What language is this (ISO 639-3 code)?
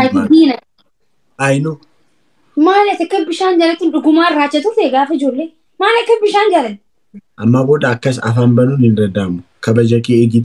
orm